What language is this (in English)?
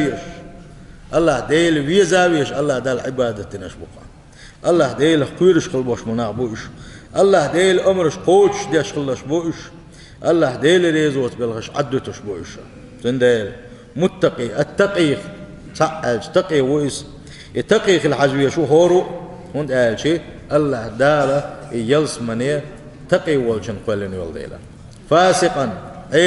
Chechen